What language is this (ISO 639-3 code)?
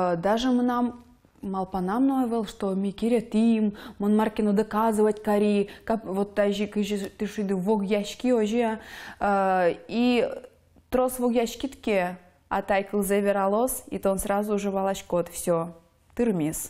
udm